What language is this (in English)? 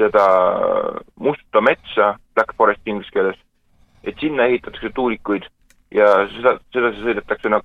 Estonian